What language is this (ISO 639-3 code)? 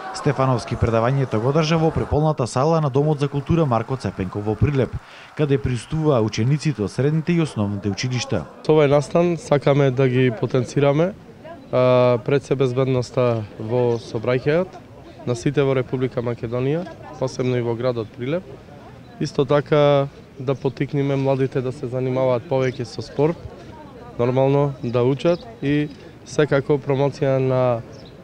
mkd